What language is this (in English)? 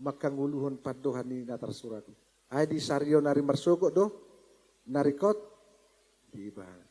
Batak Toba